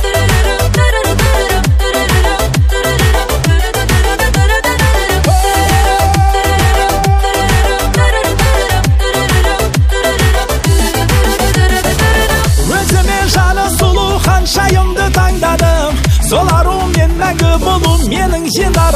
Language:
Kazakh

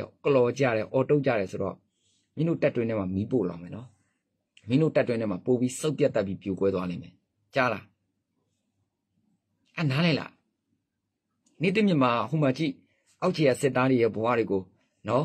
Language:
Burmese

